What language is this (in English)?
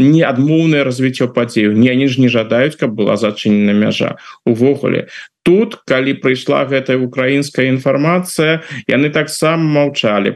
Belarusian